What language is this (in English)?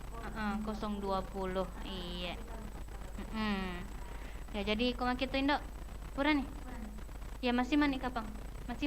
Buginese